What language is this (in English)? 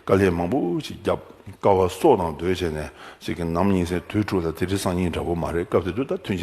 Tibetan